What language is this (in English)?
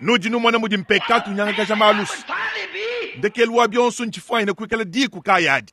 Luba-Lulua